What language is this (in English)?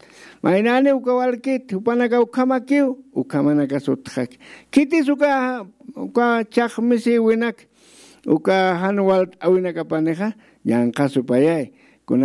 Aymara